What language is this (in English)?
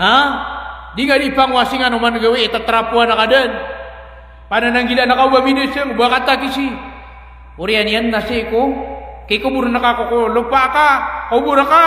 Maranao